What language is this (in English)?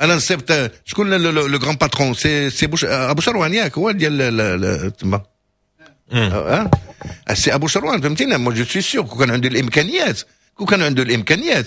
Moroccan Arabic